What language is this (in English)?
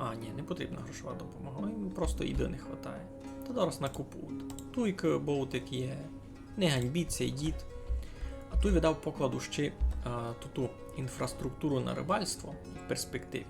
Rusyn